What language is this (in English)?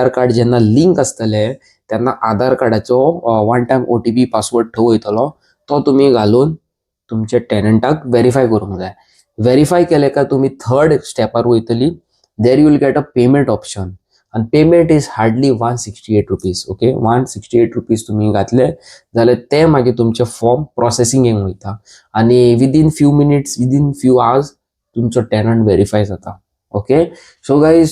Konkani